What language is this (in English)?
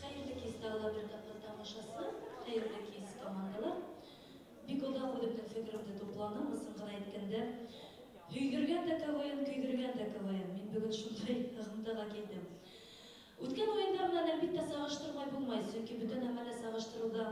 Bashkir